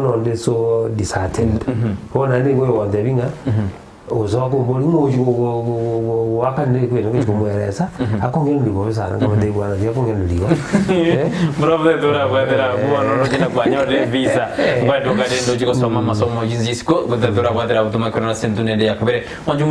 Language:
Gusii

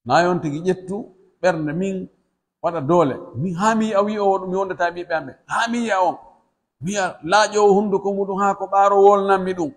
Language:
Pular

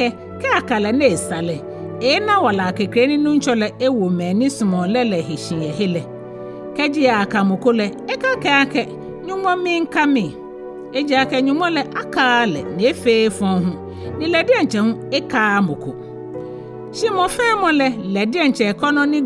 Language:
Ga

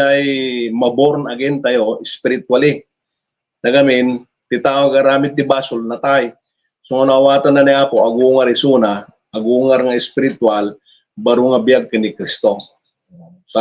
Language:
Iloko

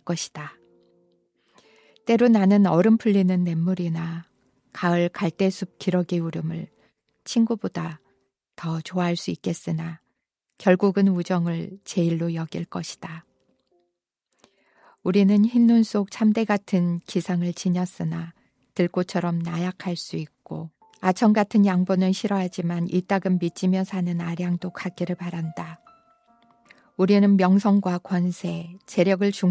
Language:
Korean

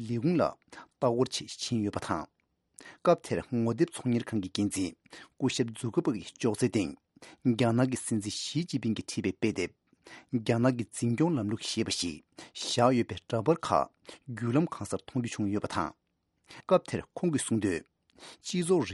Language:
Tibetan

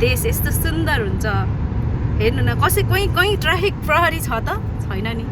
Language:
Nepali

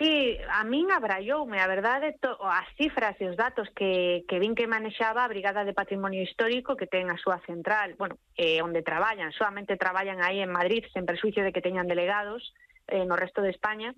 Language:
Galician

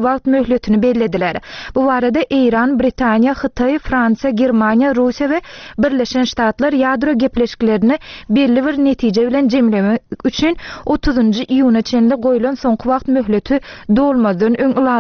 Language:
Turkmen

